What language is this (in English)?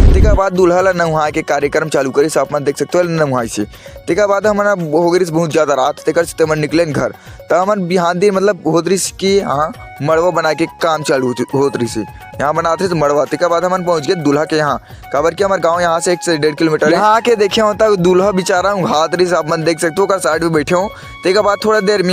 Chhattisgarhi